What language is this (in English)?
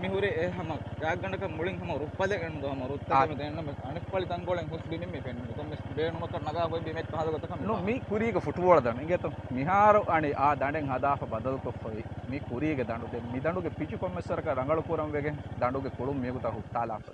Divehi